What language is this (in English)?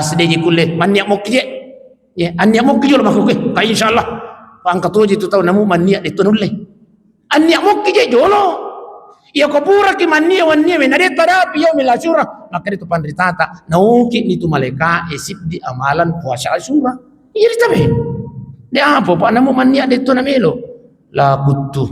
Buginese